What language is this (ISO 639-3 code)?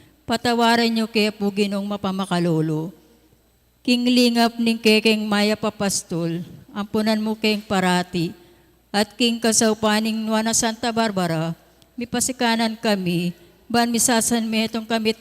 pam